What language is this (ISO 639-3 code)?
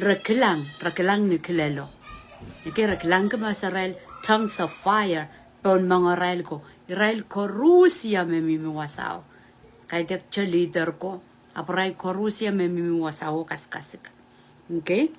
pon